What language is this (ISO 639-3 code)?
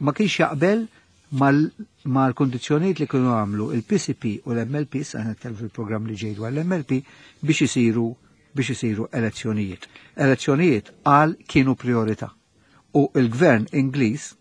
mlt